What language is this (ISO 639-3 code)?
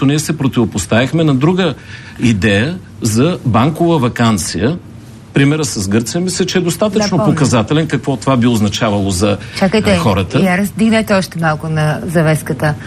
bul